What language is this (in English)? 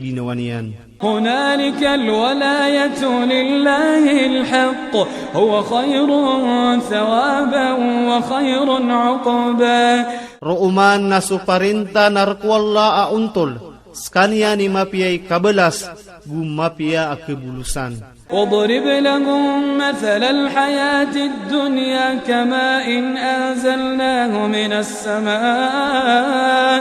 Iranun (Philippines)